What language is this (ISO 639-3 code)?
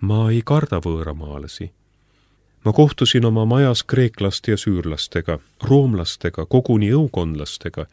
est